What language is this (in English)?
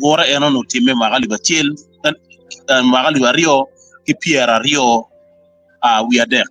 Acoli